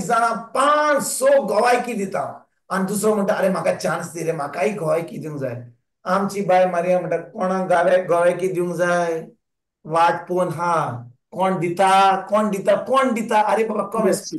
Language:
Konkani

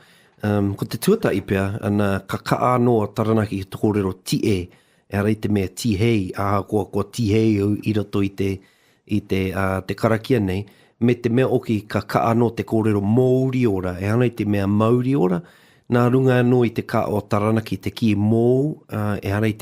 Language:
Māori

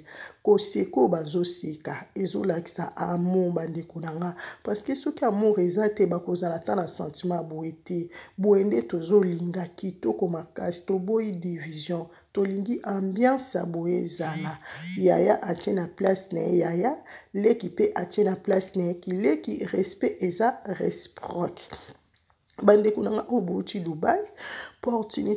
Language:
Lingala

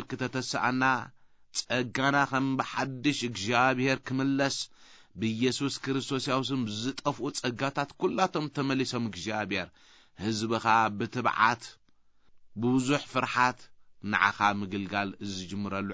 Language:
Tigrinya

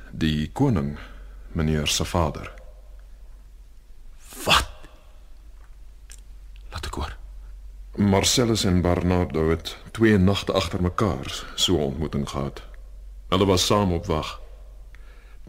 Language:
Afrikaans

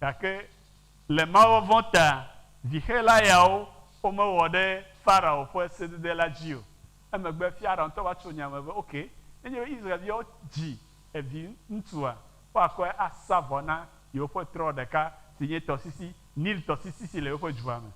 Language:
Ewe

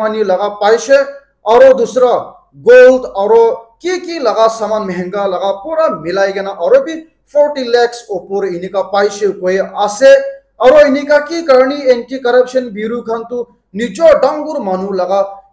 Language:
Naga Pidgin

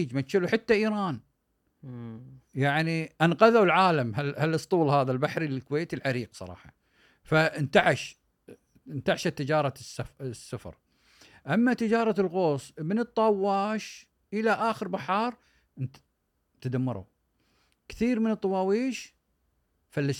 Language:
Gulf Arabic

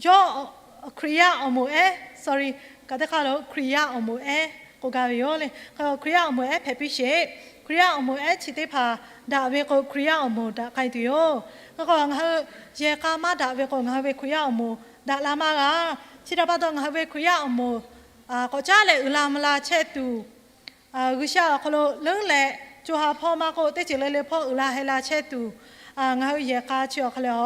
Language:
Lahu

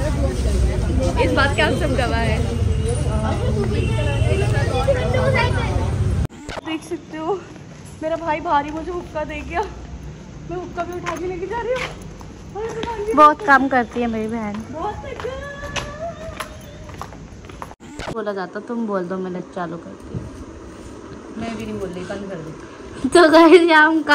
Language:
Hindi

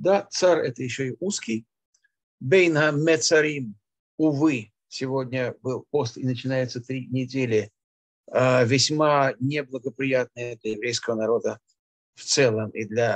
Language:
Russian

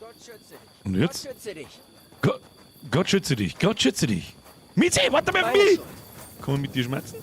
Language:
Bavarian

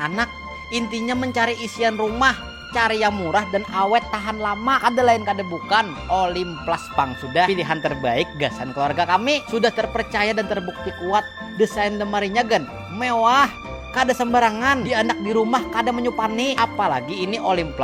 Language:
Banjar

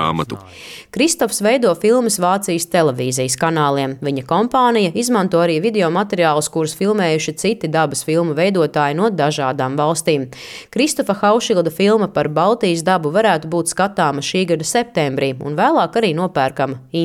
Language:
Latvian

